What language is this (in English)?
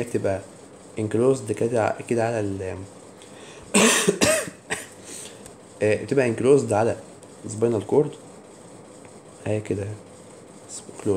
Egyptian Arabic